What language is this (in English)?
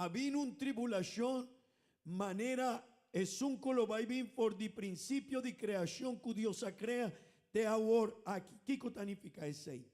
Papiamento